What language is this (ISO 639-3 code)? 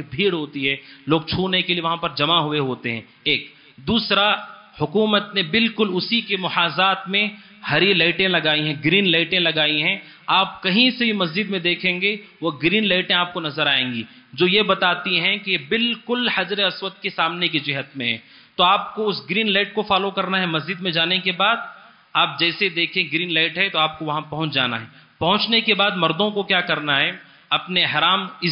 urd